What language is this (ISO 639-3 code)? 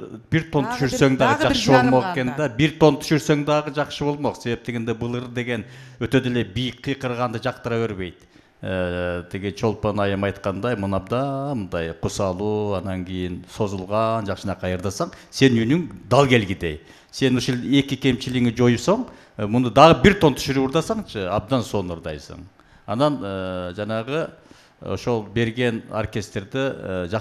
kir